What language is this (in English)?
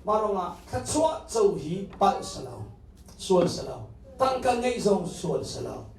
Hakha Chin